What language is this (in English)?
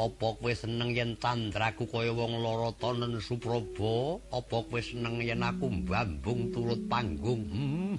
Javanese